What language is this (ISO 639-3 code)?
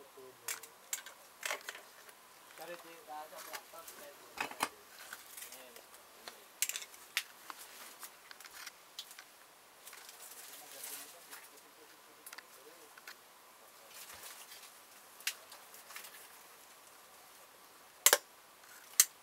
ind